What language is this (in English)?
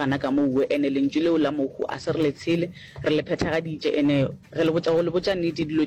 Northern Sotho